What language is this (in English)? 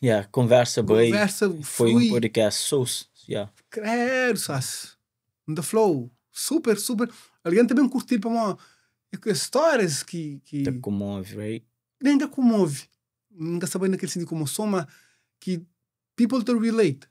Kabuverdianu